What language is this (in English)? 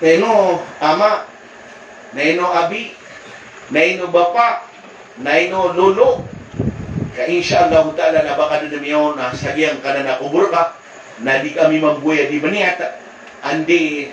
Maranao